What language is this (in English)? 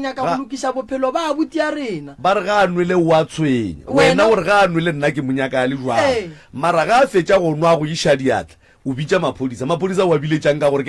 Northern Sotho